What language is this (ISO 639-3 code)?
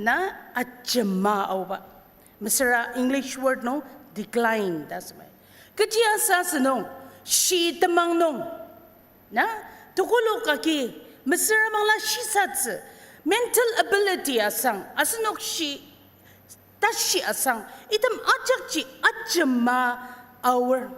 njo